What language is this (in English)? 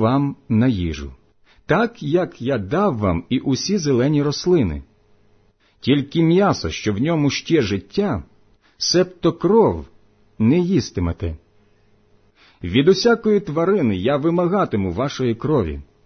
Ukrainian